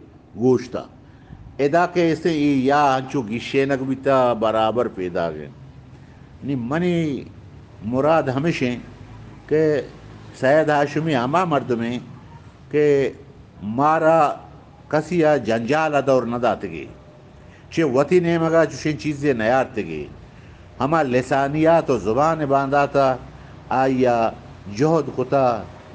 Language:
Eastern Balochi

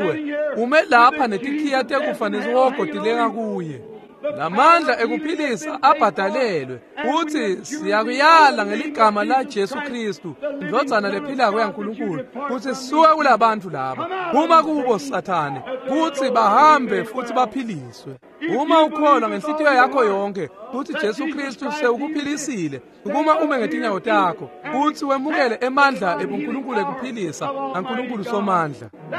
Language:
Swati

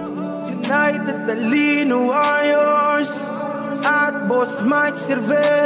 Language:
Filipino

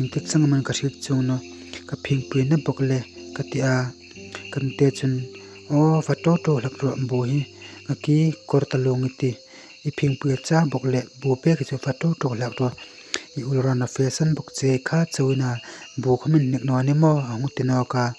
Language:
Hmar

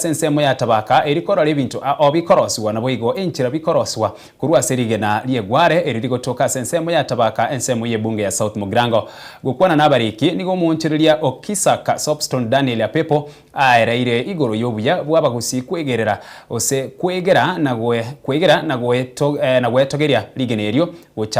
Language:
Gusii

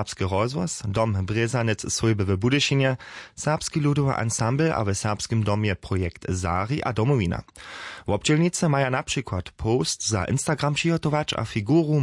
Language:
Upper Sorbian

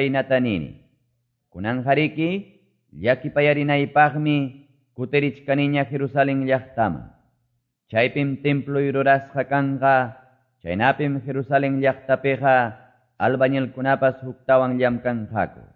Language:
Quechua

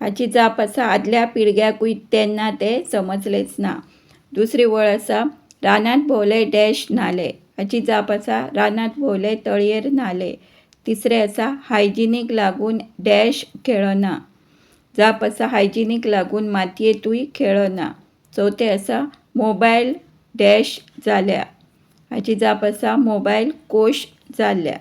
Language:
Konkani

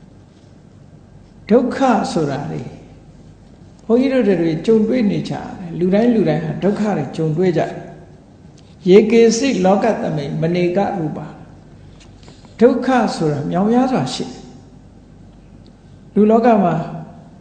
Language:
Burmese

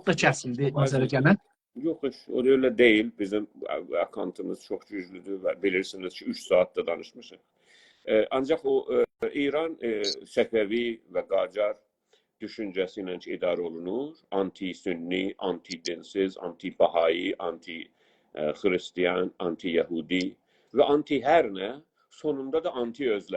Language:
South Azerbaijani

